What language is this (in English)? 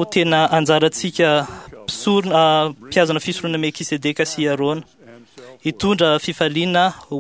Malagasy